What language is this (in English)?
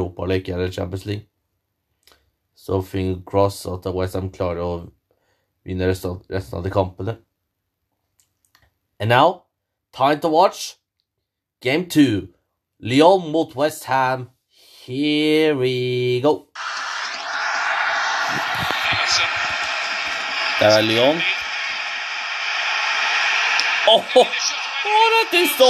Norwegian